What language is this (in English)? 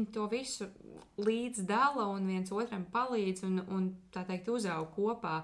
Latvian